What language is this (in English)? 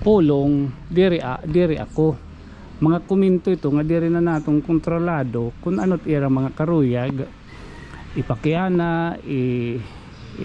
Waray